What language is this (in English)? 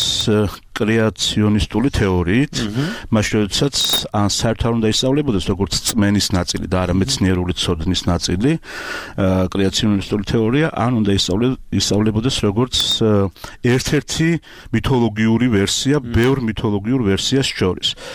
Georgian